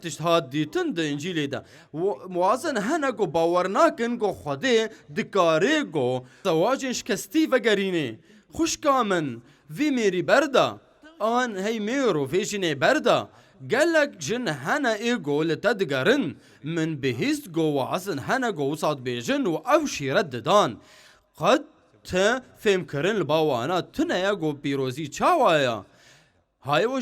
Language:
Kurdish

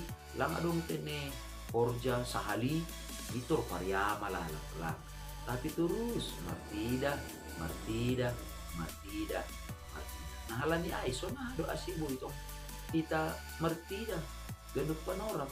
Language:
Batak Simalungun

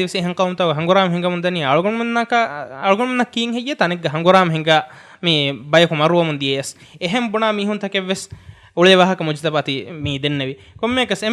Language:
Divehi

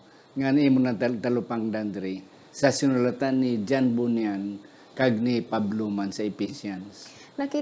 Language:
Hiligaynon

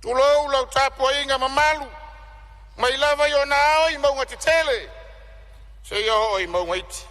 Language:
Samoan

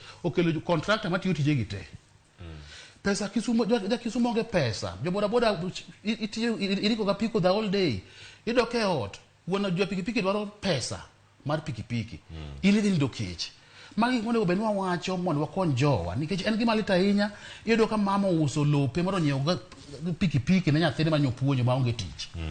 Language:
Luo (Kenya and Tanzania)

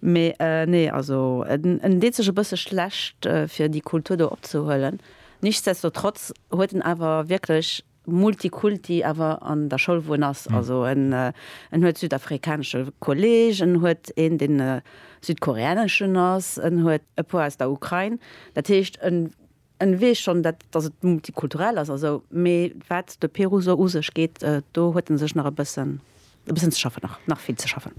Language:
Luxembourgish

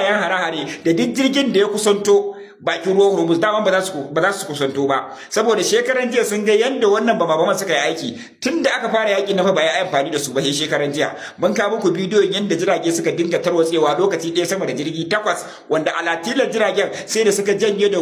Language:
Hausa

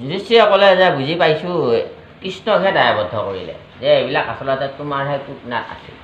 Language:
Assamese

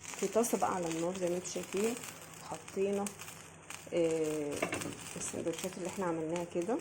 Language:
Egyptian Arabic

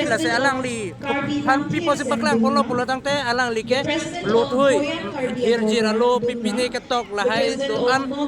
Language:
Karbi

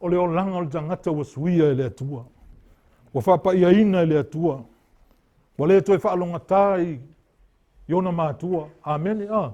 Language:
Samoan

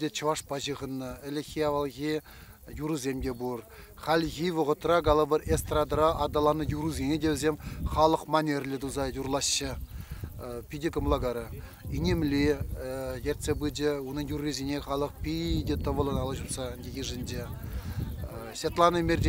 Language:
Chuvash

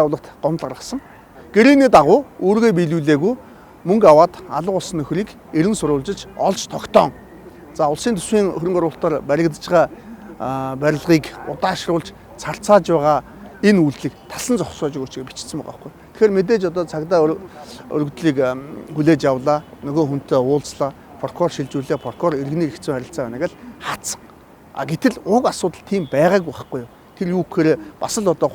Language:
Mongolian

